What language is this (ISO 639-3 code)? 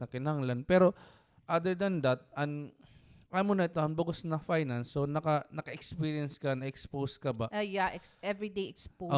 war